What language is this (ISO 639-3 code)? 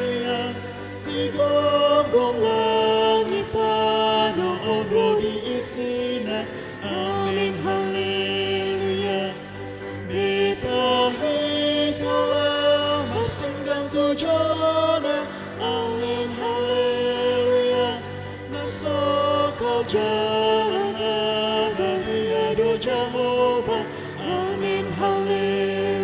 bbc